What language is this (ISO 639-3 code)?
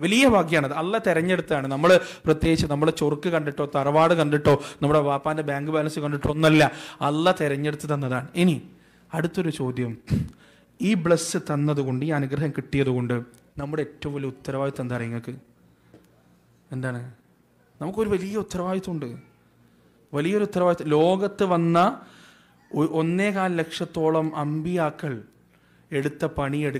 mal